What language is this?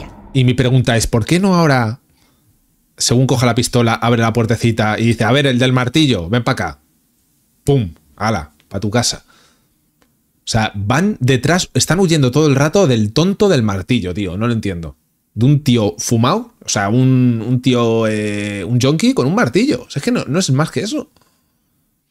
Spanish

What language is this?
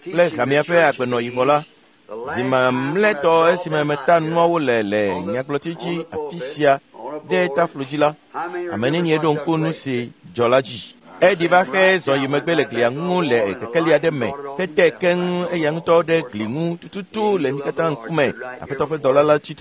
Ewe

